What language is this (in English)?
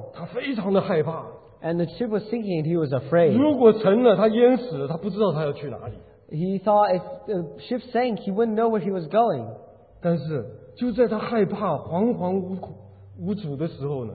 Chinese